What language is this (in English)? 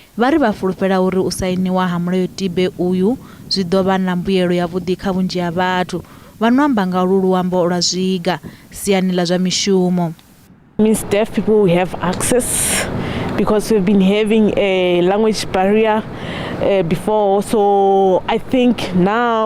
Venda